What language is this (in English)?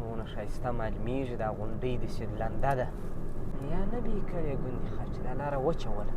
Pashto